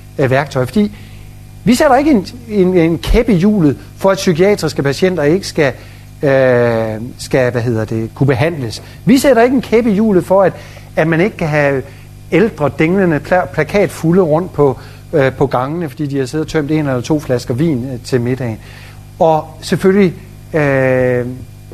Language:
Danish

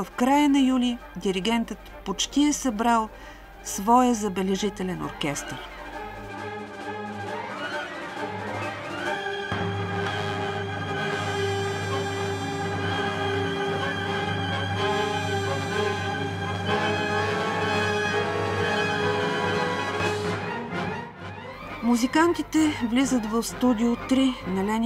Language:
Bulgarian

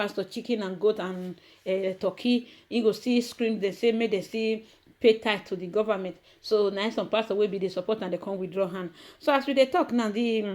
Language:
Nigerian Pidgin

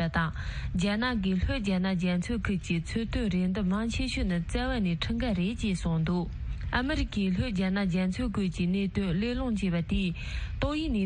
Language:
Tibetan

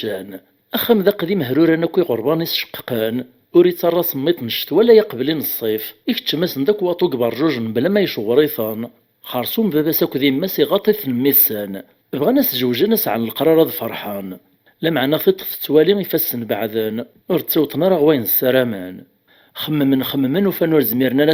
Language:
Kabyle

